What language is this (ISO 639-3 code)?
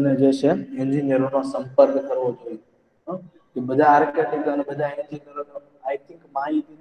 guj